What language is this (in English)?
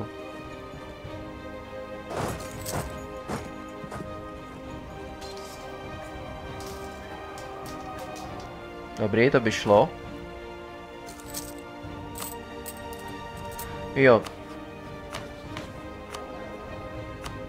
Czech